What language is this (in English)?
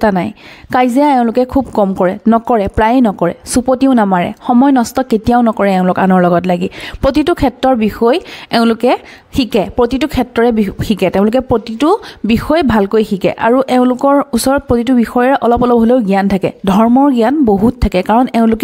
Assamese